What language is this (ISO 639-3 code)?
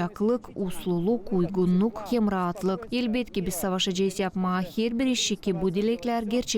gag